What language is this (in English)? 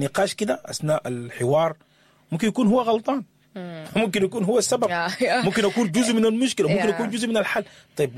Sudanese Arabic